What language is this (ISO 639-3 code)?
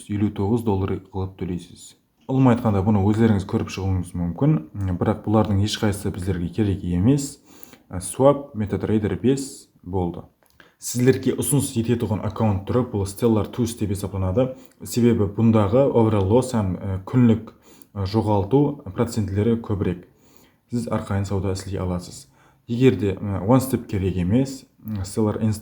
kaa